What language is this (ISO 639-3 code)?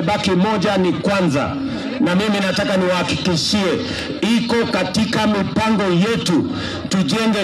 swa